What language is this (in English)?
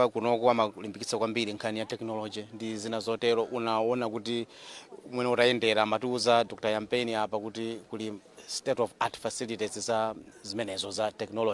Nyanja